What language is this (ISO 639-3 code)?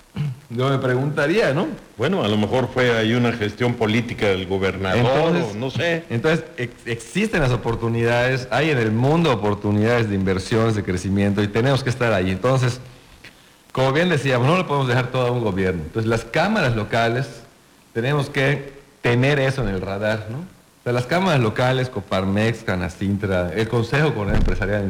spa